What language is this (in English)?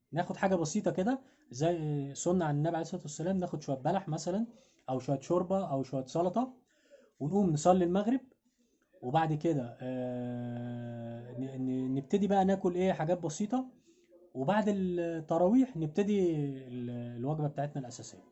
Egyptian Arabic